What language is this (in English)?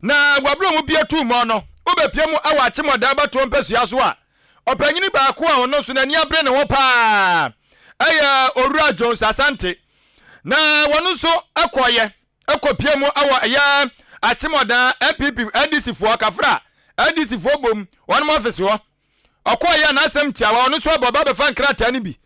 Akan